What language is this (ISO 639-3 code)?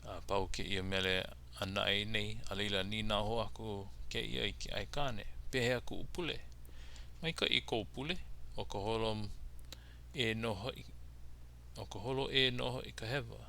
haw